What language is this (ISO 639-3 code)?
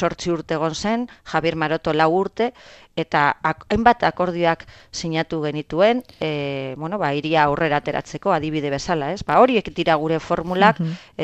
eus